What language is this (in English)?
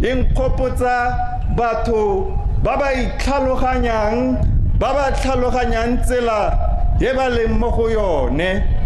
Tswana